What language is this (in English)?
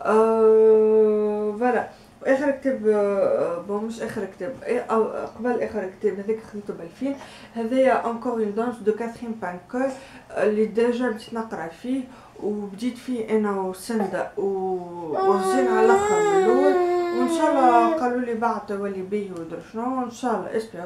Tunisian Arabic